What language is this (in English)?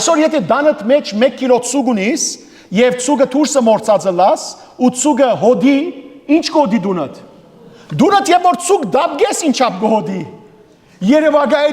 Western Armenian